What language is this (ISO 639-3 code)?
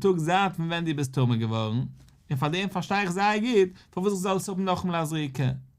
yid